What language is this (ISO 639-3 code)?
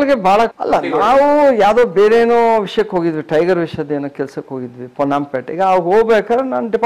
kan